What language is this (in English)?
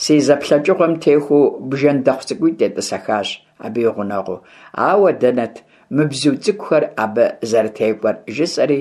Kabardian